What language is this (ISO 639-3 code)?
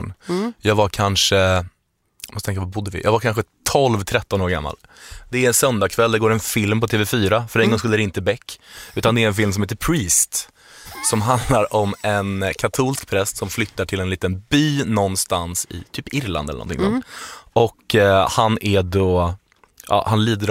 swe